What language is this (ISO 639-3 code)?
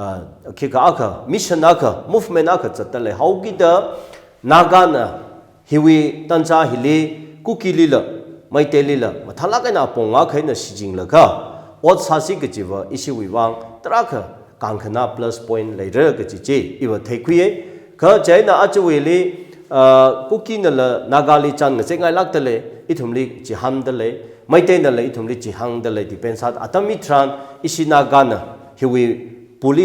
nmf